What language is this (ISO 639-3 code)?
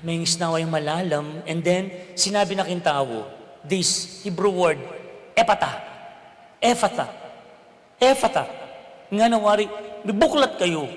pam